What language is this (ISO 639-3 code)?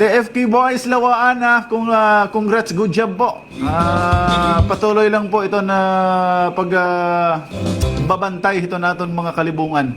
war